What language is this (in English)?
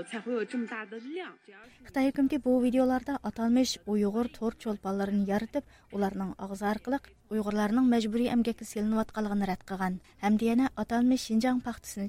Uyghur